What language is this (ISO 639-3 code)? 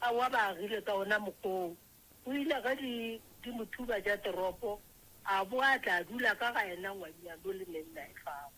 nso